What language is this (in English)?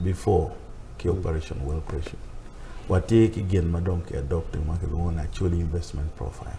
Acoli